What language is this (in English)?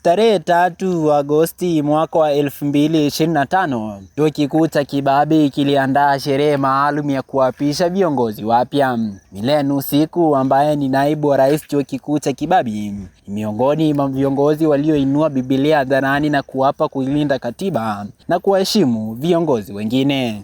Swahili